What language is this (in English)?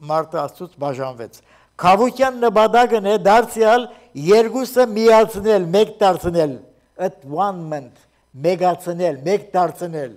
Armenian